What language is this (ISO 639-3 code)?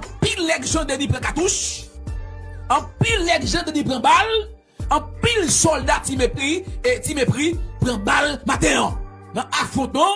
hat